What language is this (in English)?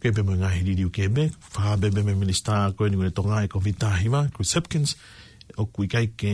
Tongan